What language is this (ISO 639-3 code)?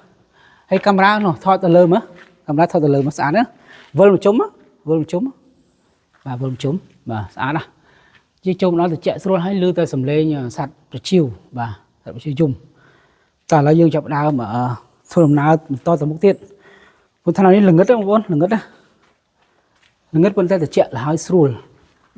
khm